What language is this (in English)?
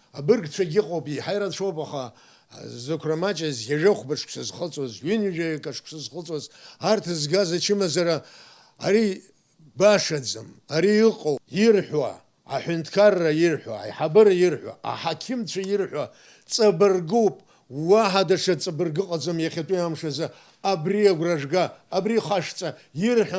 Abkhazian